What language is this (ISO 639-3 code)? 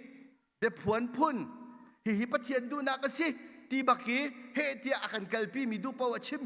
cnh